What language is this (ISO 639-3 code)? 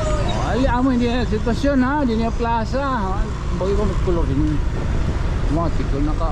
war